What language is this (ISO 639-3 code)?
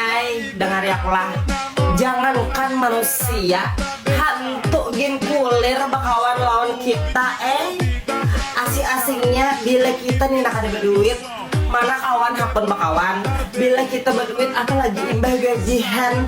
bjn